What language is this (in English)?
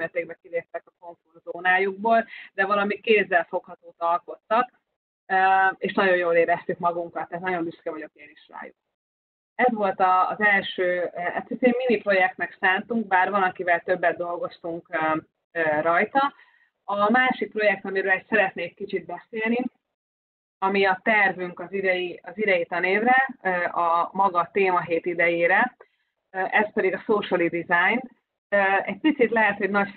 Hungarian